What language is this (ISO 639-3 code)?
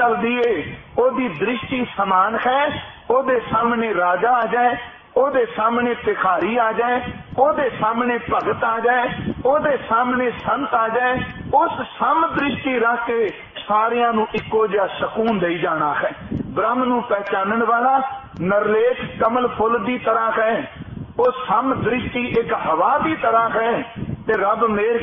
pan